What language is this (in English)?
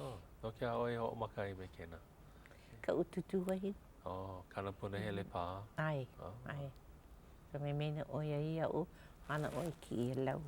Hawaiian